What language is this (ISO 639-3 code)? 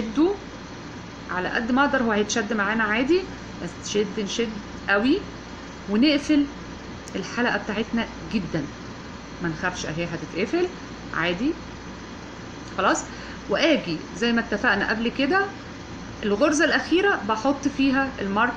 arz